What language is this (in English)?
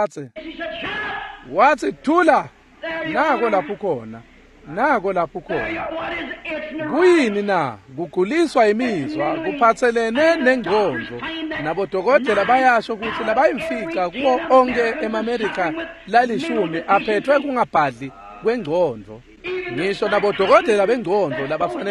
Swati